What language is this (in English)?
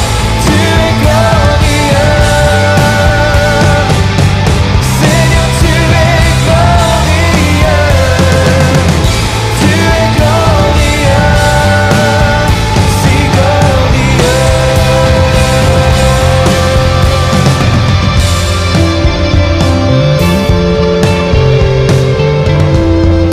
French